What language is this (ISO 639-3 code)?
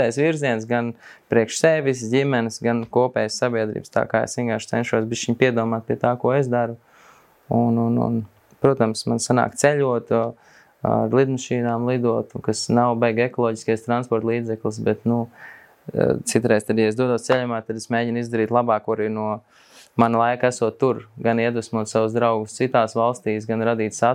lav